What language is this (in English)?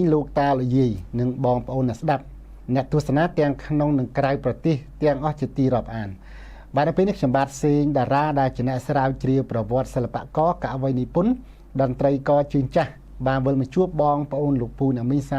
Khmer